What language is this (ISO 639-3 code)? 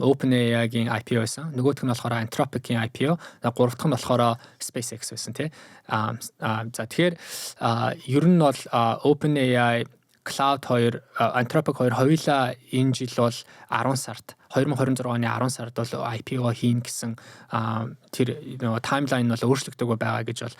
mon